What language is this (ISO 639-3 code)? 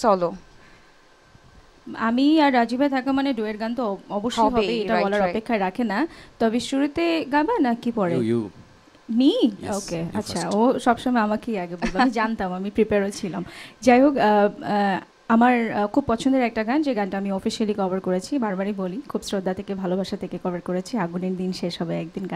ben